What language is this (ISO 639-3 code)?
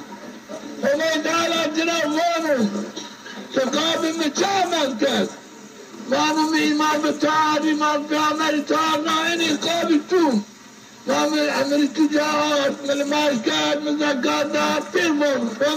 zza